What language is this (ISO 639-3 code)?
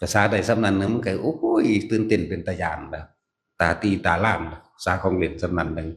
tts